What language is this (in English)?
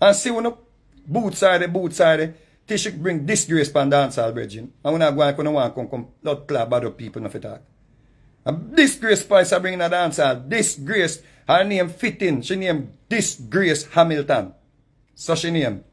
Jamaican Creole English